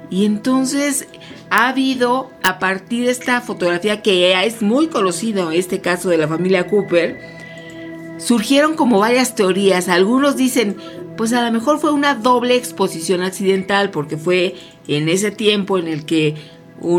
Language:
Spanish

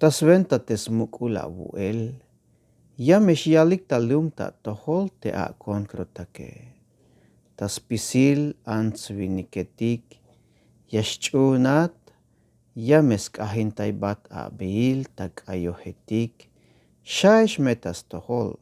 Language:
Tzeltal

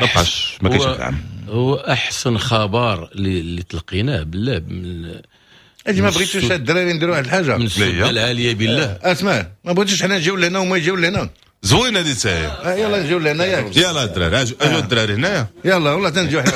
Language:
Moroccan Arabic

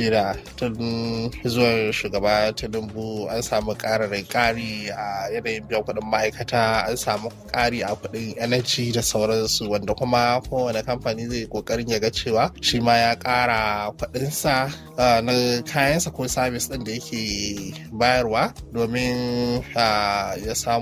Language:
Hausa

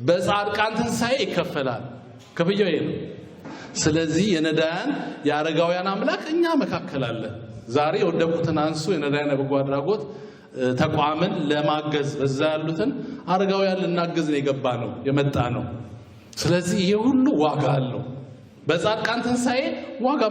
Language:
Amharic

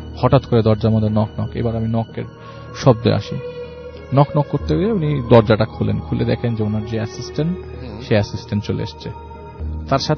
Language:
Bangla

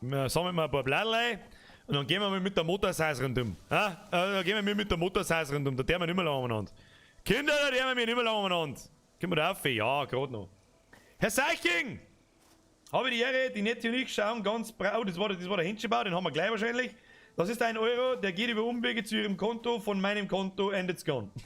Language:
Bavarian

